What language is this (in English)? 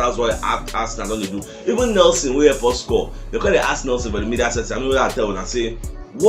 Nigerian Pidgin